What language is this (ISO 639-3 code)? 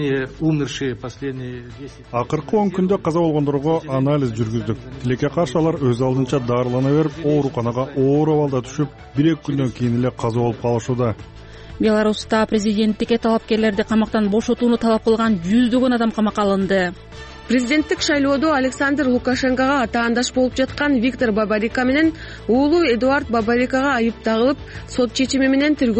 kir